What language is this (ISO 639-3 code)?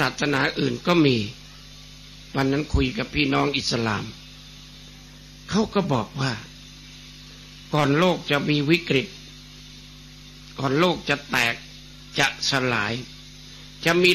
tha